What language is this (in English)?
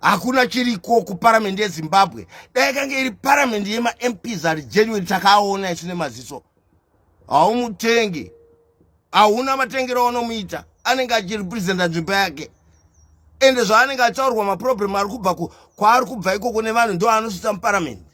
Shona